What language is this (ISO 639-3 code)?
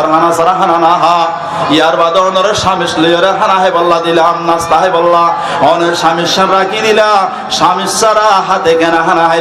rhg